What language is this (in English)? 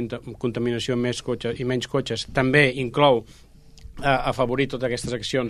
Catalan